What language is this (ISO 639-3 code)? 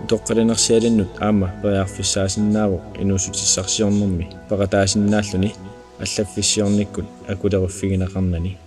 kal